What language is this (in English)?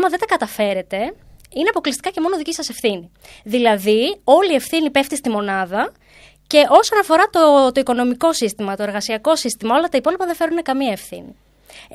Greek